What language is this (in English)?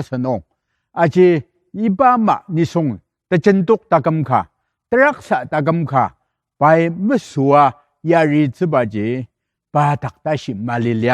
Ao Naga